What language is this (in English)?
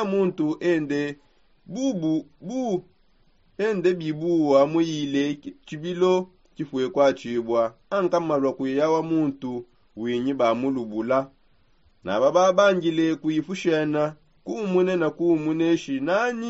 Songe